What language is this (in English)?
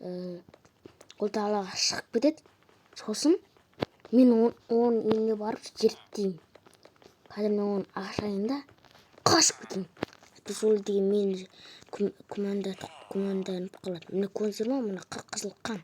Kazakh